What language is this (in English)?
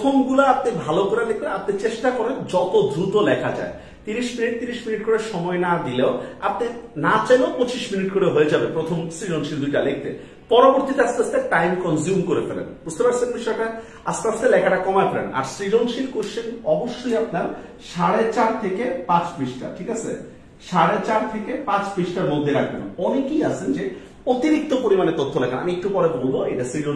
Bangla